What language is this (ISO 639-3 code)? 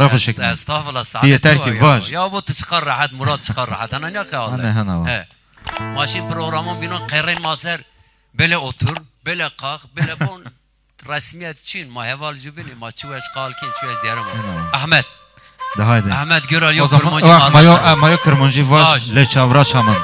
zza